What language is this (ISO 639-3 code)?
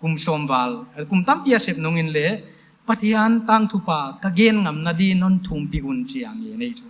pck